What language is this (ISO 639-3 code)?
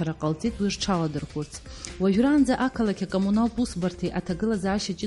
abk